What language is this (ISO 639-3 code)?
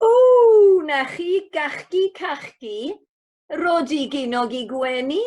cym